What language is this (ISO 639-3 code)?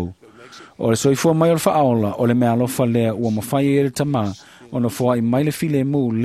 smo